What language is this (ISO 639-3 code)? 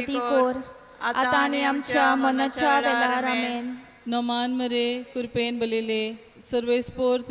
kok